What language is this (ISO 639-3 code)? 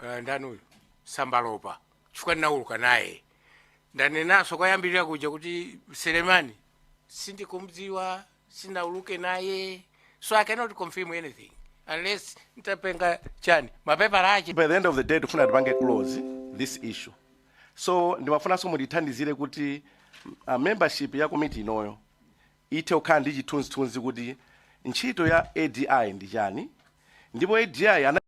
nya